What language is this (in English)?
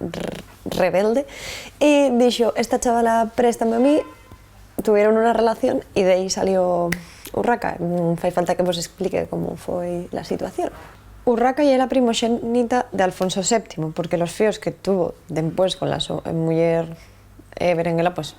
Asturian